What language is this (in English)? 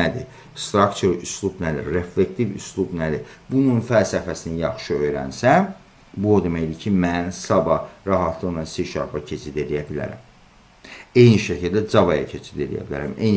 Azerbaijani